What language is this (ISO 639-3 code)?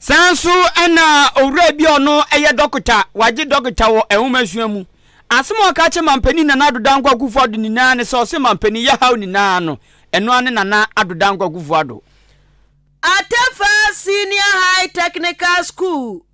aka